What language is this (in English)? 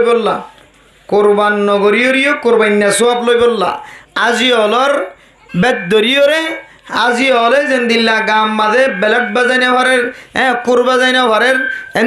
Rohingya